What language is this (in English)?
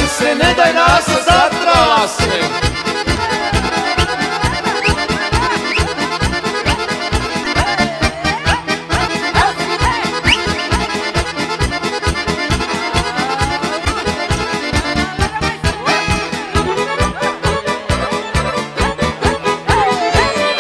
Croatian